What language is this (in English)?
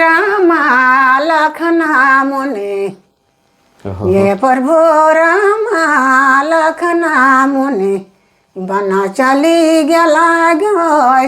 Sadri